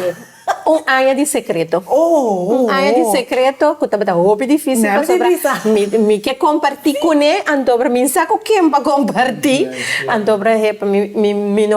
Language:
Papiamento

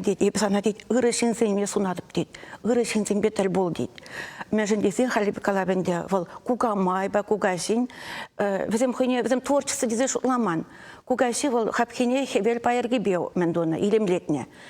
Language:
Chuvash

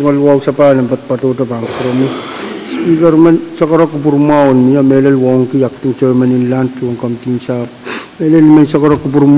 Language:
Pohnpeian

